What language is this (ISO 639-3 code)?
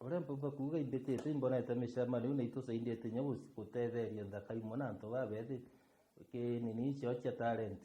mer